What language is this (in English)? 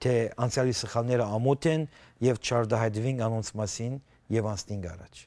Western Armenian